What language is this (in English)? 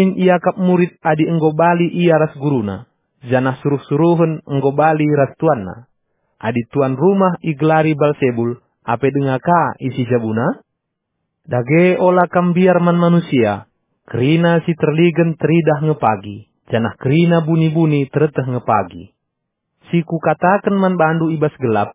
Batak Karo